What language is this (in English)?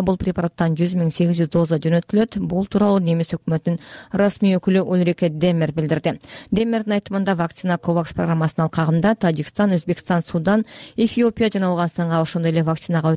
Kyrgyz